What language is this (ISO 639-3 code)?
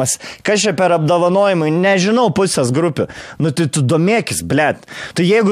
lit